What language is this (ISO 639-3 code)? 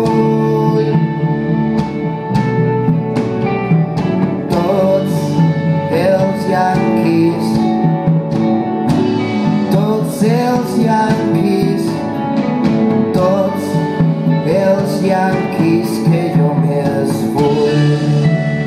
cat